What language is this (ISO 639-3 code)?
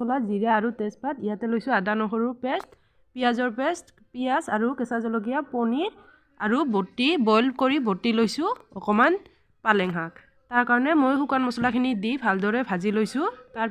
asm